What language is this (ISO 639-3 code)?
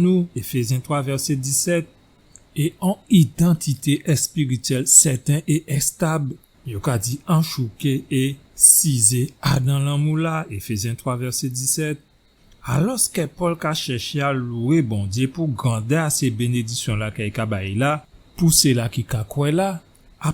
gcf